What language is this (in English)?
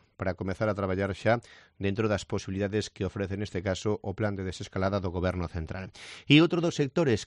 Galician